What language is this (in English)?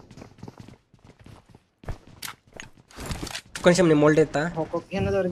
Telugu